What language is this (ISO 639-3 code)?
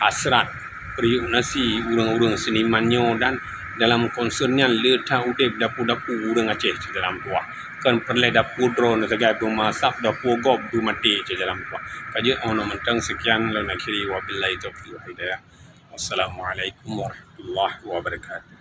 ace